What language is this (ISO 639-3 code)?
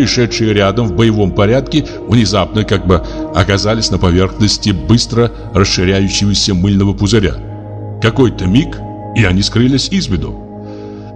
rus